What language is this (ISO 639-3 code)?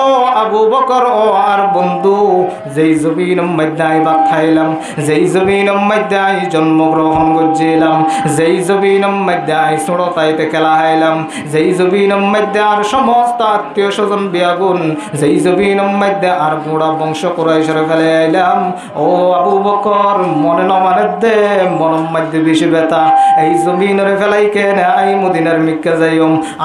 rhg